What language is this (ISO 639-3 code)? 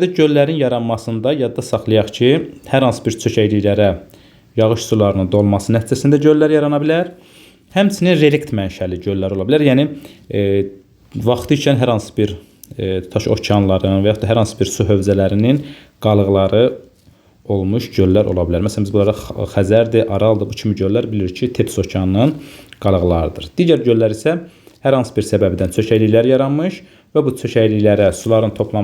aze